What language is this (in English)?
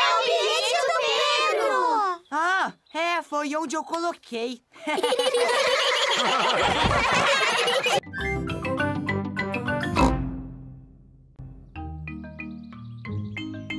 Portuguese